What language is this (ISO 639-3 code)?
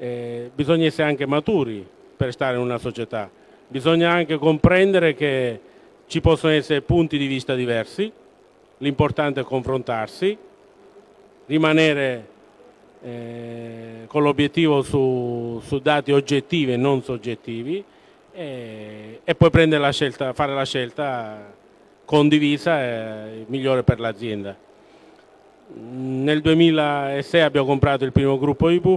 ita